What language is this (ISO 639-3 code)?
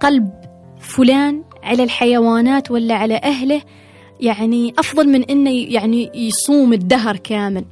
afb